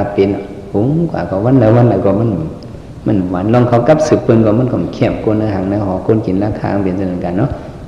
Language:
Shan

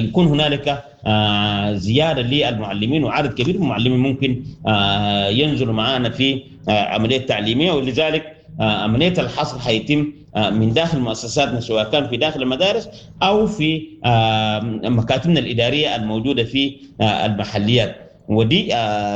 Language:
Sudanese Arabic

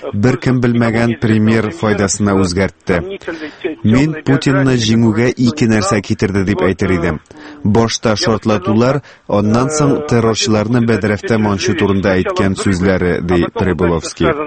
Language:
Tatar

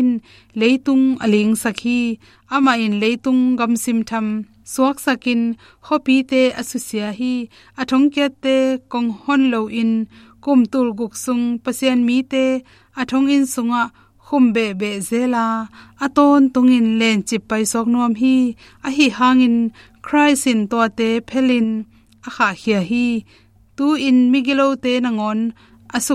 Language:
Tedim Chin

